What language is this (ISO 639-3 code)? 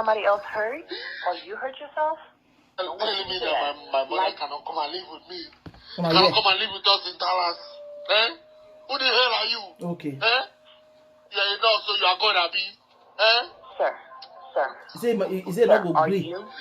pcm